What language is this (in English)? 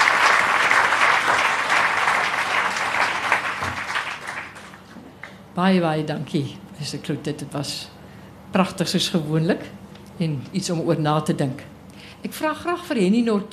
Afrikaans